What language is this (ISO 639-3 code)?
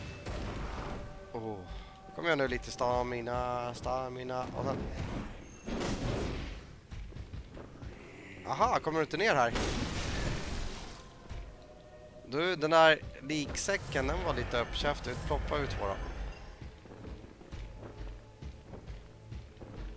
swe